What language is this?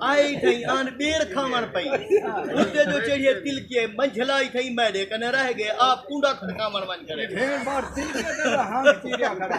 Saraiki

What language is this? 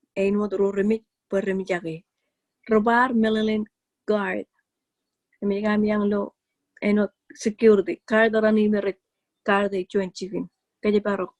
Marshallese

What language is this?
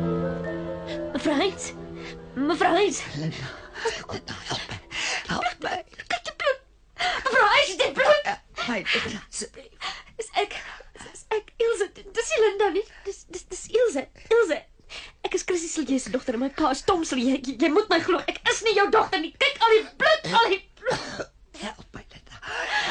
Afrikaans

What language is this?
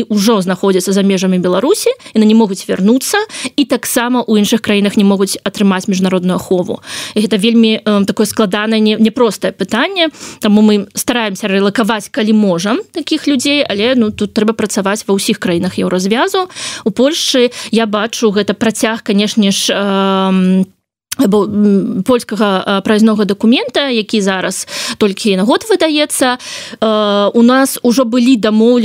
Belarusian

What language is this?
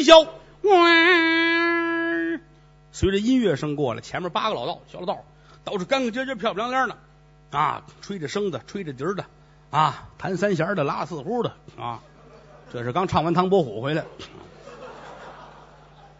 Chinese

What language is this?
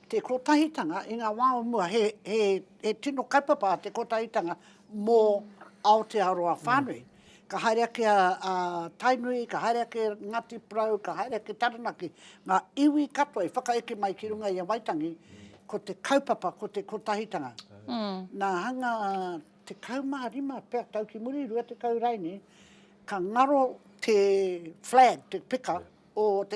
Māori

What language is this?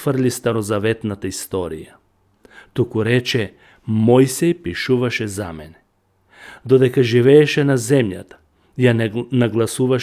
Macedonian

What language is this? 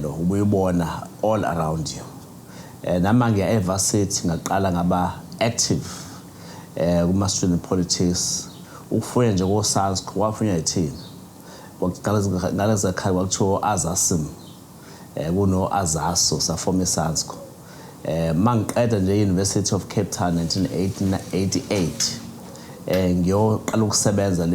Zulu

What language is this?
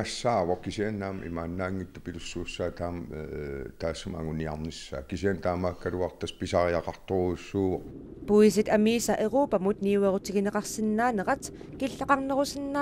Kalaallisut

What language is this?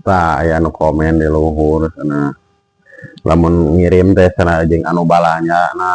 Sundanese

